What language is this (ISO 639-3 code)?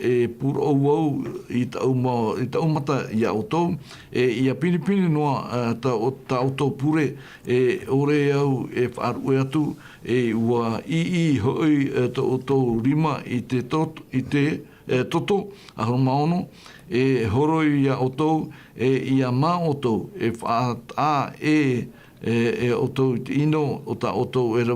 tah